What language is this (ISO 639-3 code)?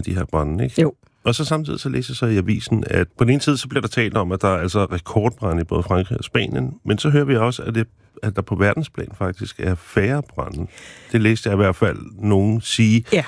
dan